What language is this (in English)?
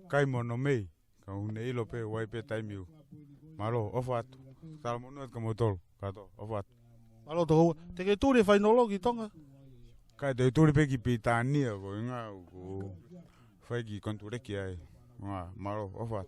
Tongan